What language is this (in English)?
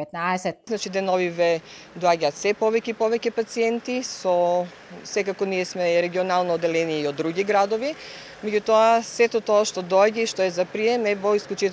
Macedonian